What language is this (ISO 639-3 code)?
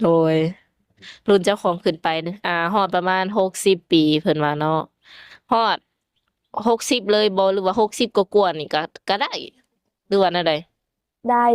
lao